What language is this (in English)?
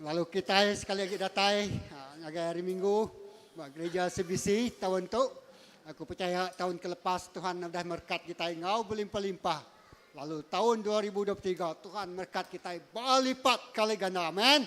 Iban